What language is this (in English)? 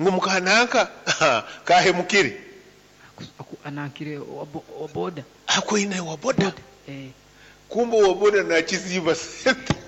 Nyoro